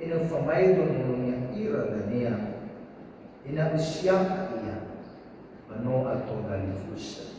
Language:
Nias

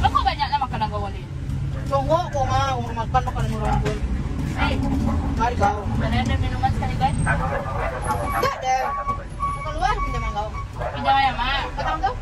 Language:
Minangkabau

